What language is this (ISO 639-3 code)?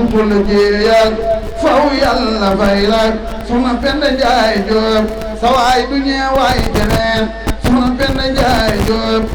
wol